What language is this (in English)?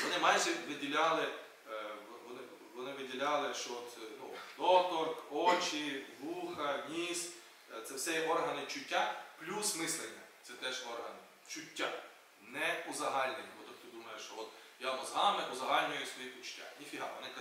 Ukrainian